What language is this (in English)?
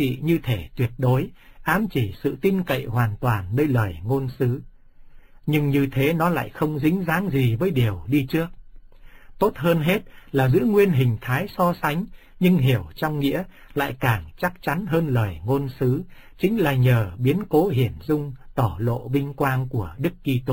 Vietnamese